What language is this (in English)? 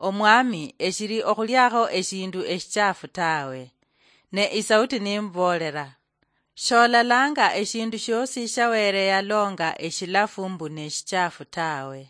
Luyia